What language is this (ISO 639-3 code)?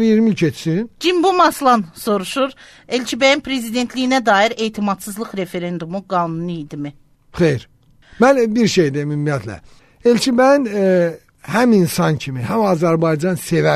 aze